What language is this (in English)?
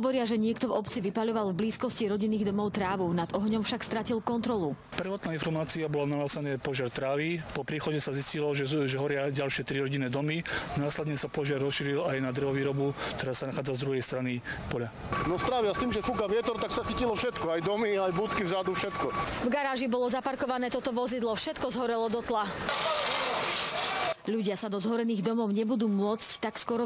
Slovak